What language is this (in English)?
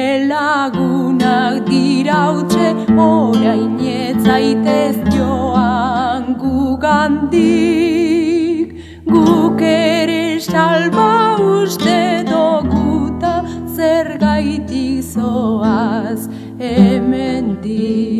Basque